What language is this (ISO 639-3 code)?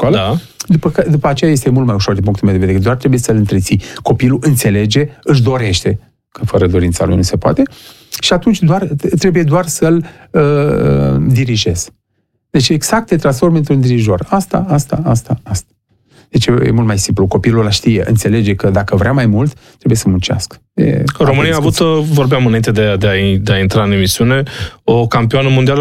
ron